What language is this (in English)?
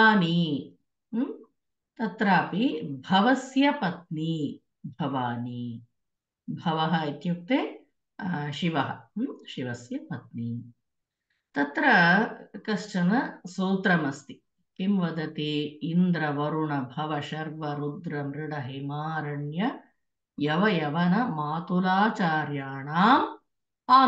Sanskrit